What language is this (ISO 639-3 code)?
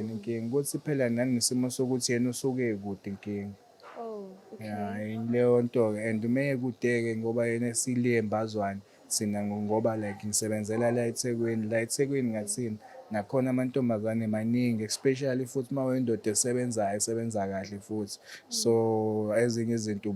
zul